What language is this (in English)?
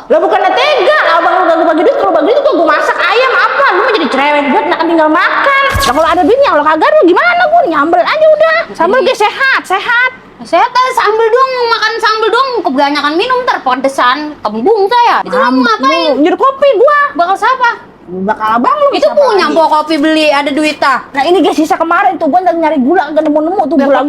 Betawi